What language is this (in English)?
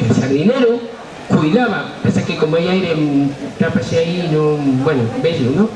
Asturian